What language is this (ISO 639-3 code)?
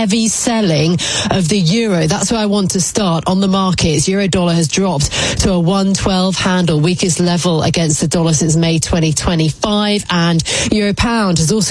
eng